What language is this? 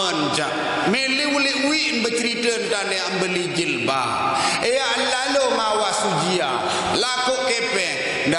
Sasak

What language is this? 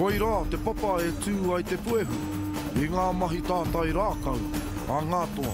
Māori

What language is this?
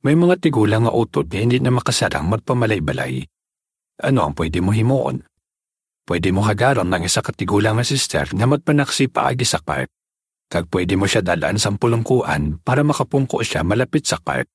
Hiligaynon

